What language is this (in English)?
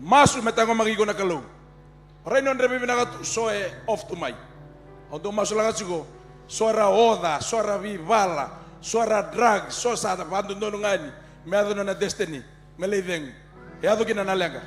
Fijian